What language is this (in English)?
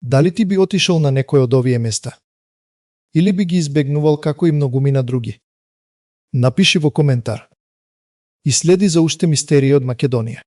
Macedonian